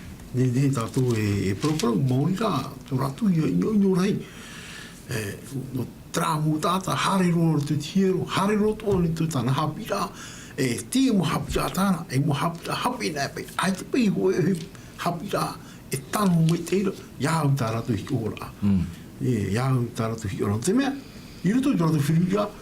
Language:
Tahitian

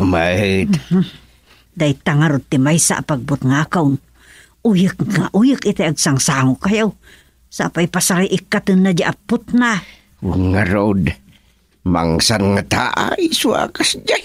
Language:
Iloko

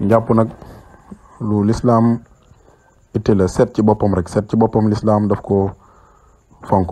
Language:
Wolof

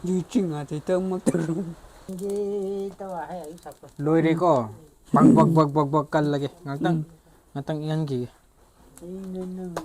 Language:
Manipuri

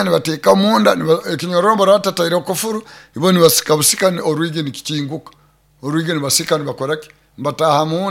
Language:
Nyoro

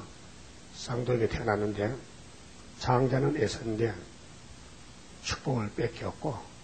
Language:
Korean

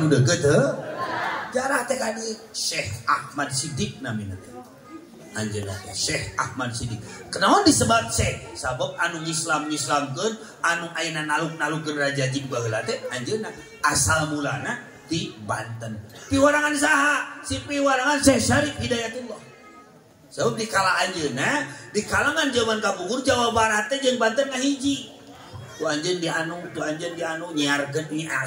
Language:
Sundanese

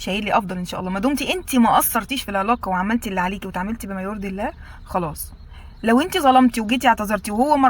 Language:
Egyptian Arabic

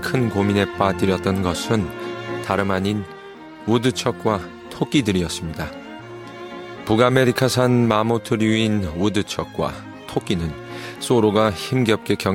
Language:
Korean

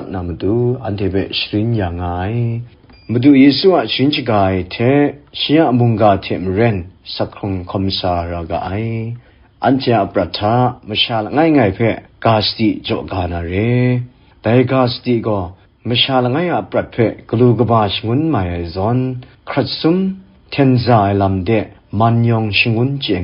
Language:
Kachin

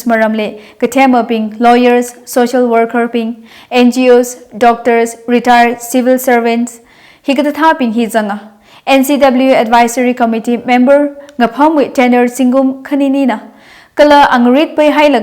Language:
Tangkhul Naga (India)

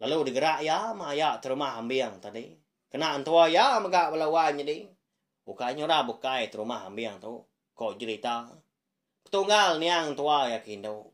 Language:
Iban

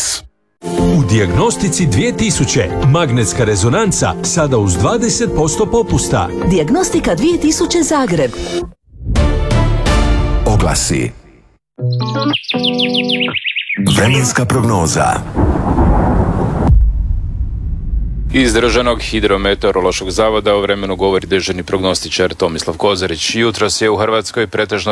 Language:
Croatian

